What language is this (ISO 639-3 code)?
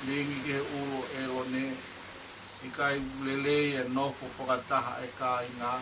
ton